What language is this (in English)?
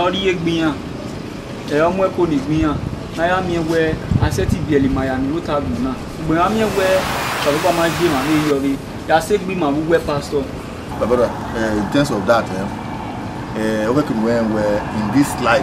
Bini